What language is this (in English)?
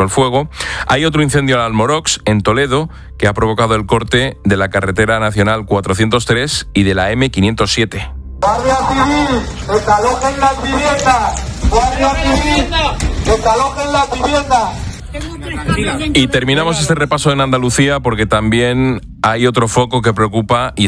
Spanish